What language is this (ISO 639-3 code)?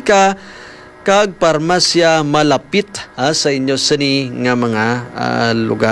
hil